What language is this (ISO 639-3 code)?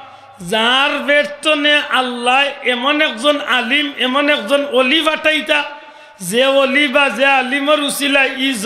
syl